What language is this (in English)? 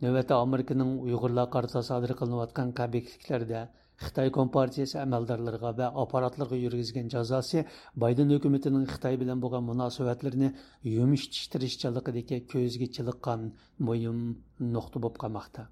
Uyghur